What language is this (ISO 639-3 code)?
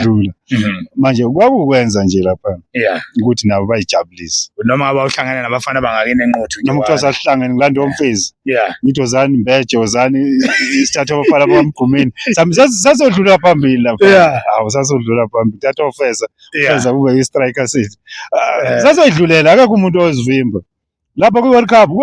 zul